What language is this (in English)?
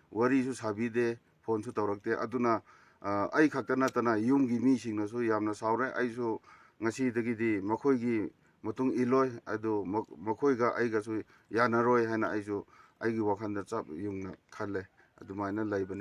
Manipuri